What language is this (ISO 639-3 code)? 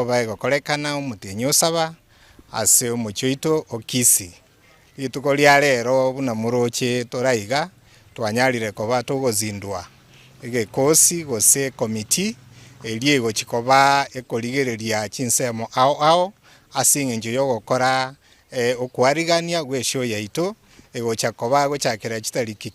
guz